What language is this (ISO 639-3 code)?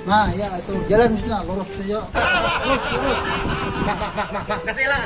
bjn